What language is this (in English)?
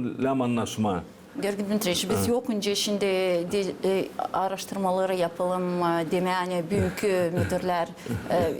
Gagauz